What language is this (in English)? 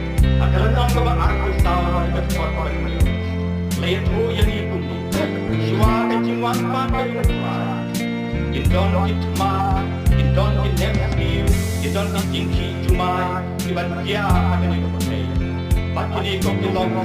Khasi